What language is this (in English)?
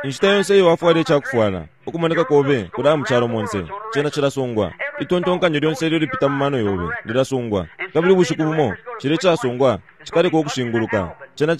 Bemba